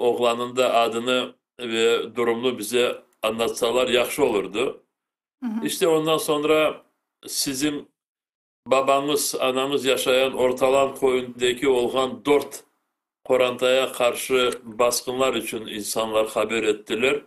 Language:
Crimean Tatar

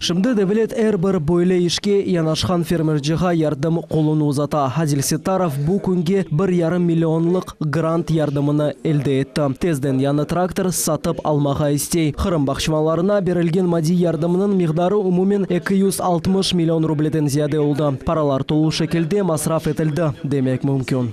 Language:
Crimean Tatar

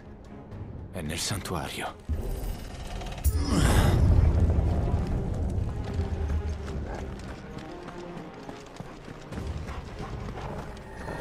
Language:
Italian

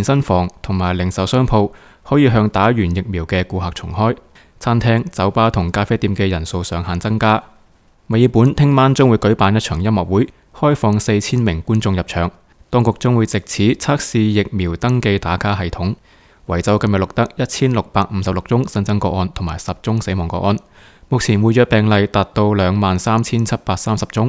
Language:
Cantonese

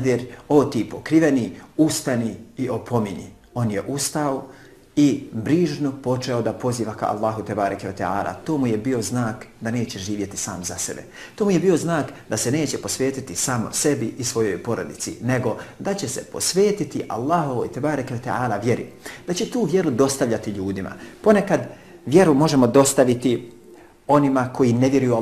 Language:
Bosnian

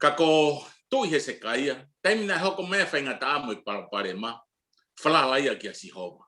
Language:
Tongan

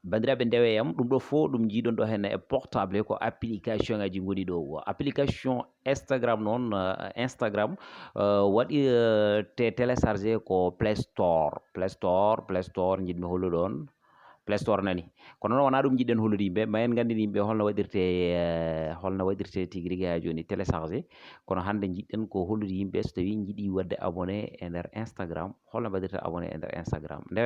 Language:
Fula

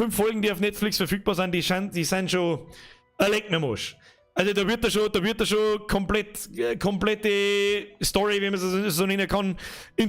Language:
Bavarian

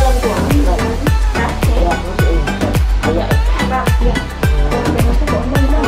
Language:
Malay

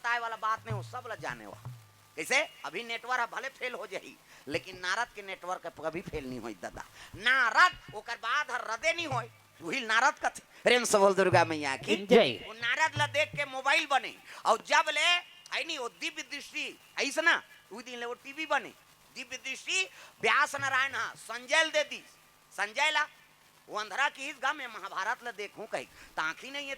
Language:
Chhattisgarhi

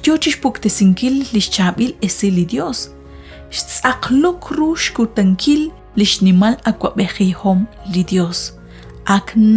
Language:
Kekchí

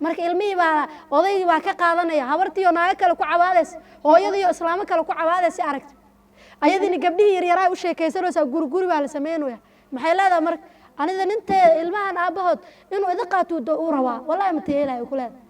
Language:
Somali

